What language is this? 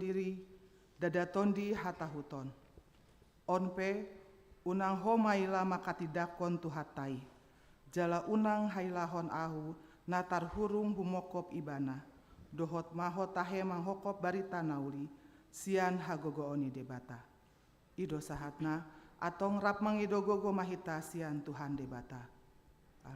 Batak Toba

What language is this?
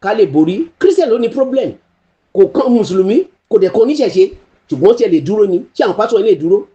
Yoruba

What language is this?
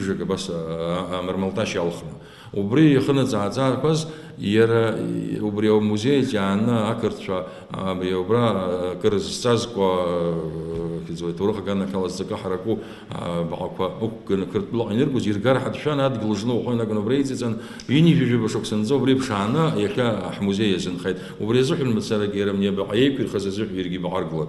Abkhazian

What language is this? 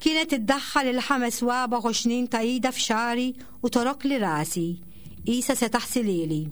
Maltese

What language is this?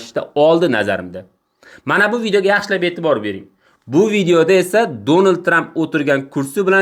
Uzbek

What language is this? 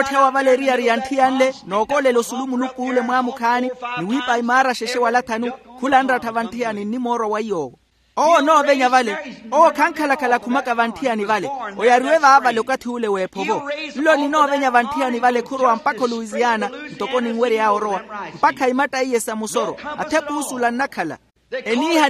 Makhuwa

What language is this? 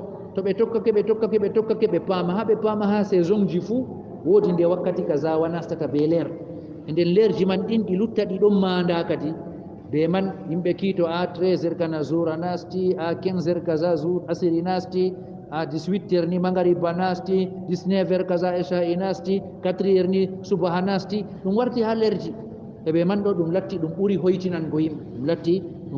Fula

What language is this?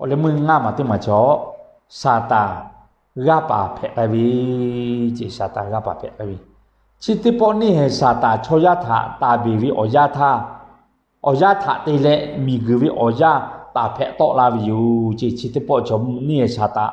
Lahu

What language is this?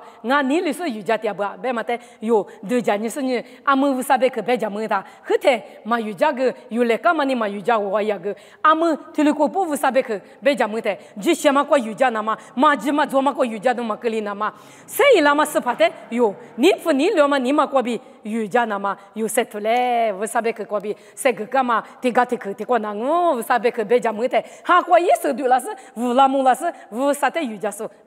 Lisu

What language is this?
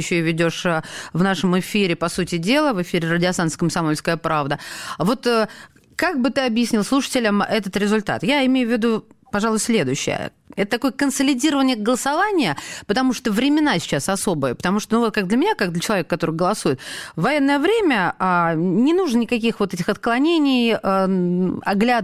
Russian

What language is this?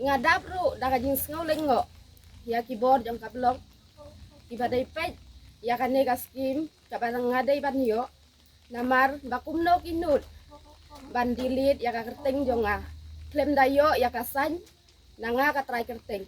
Khasi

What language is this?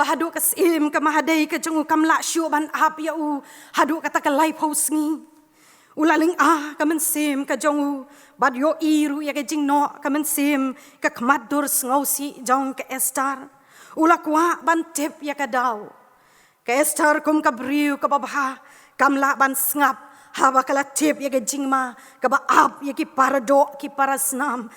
Khasi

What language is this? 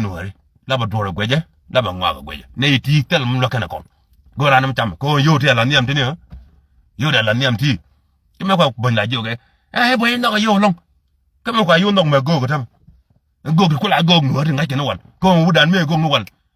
Nuer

